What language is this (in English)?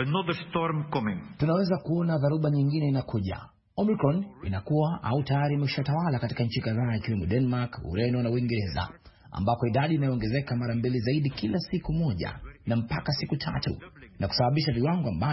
Swahili